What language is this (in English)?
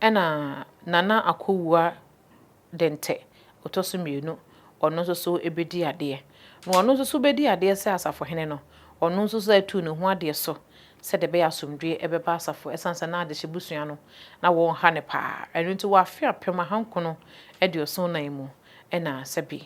Akan